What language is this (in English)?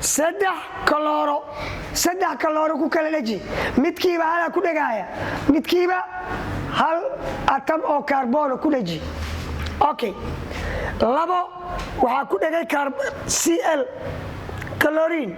Somali